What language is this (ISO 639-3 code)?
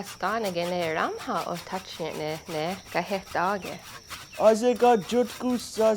moh